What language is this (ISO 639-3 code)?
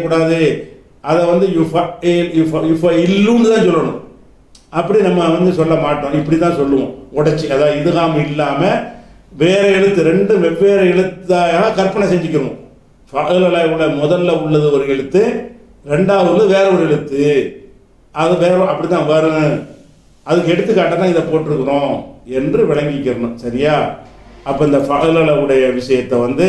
tam